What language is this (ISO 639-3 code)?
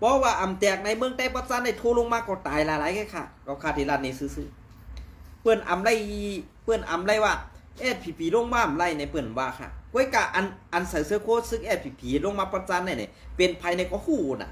shn